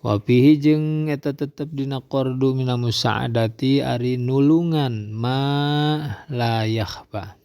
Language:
Sundanese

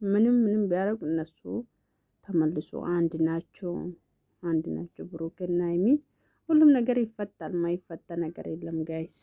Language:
Amharic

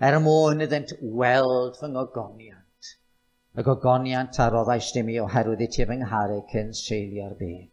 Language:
Welsh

